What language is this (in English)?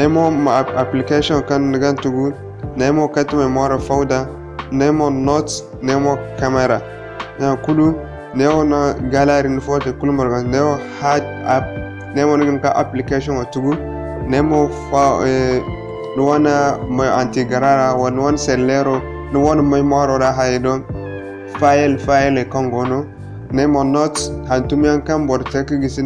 Zarma